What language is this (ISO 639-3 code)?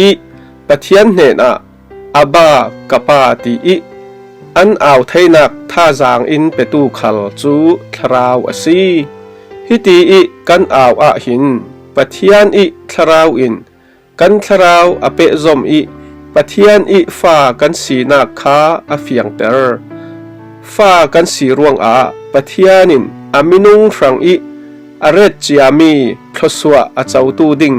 cfm